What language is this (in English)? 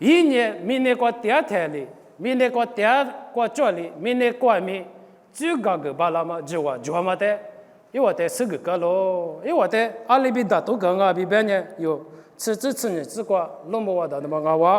Lisu